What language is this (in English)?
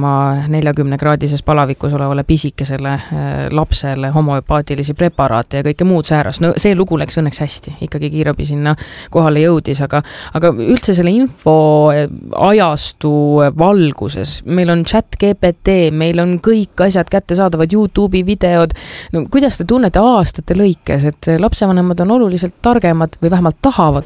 Estonian